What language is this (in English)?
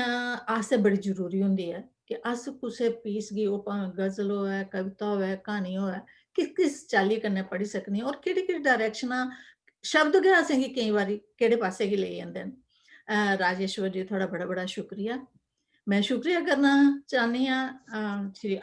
Dogri